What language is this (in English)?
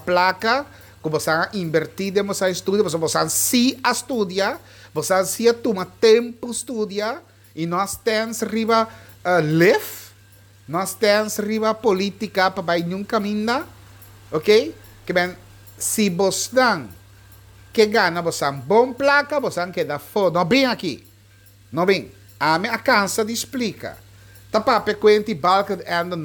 Papiamento